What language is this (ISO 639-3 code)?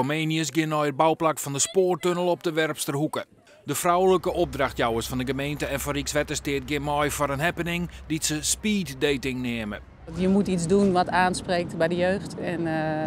fry